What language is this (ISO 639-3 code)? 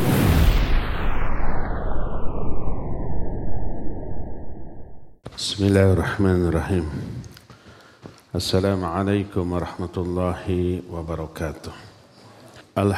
ind